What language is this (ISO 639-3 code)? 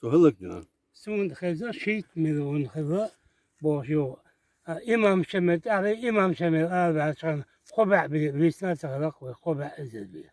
che